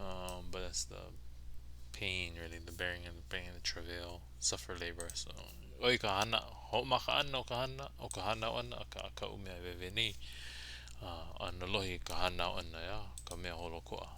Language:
Hawaiian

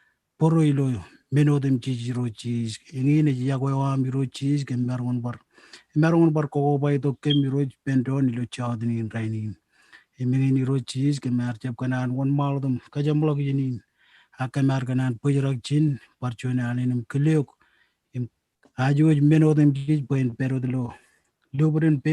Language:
Marshallese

